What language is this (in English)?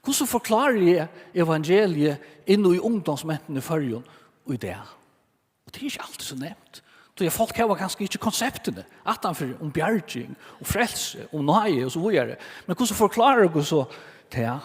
Faroese